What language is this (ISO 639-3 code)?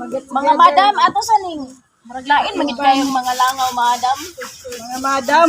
ceb